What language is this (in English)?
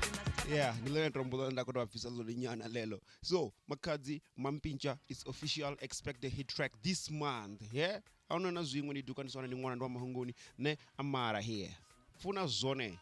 Venda